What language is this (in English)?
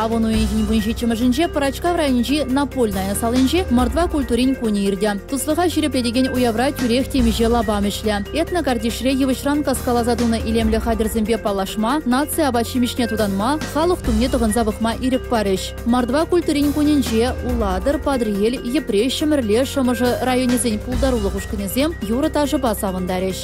Chuvash